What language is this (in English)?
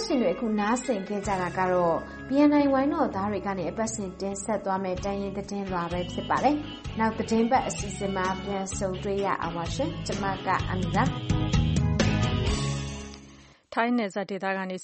Burmese